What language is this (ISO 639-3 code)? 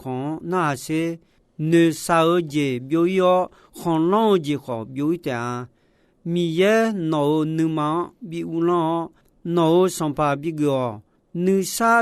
ahk